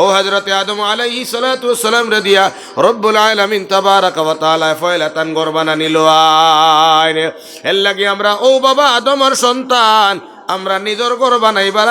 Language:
Sylheti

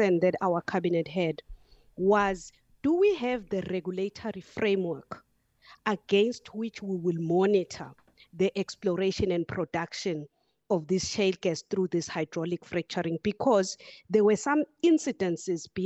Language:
English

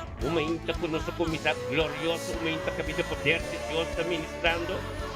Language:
Papiamento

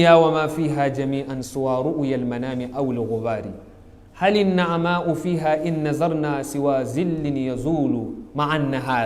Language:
Hausa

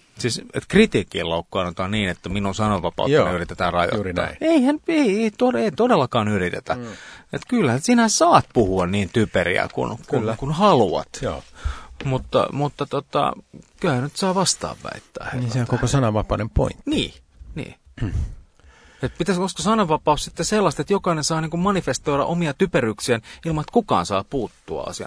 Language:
Finnish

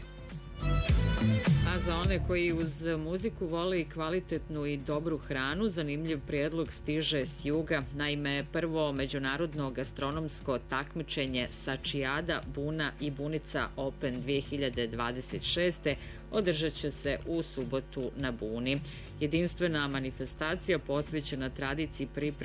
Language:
Bosnian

